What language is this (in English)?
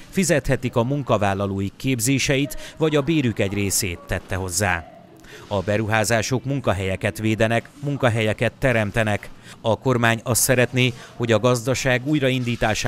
Hungarian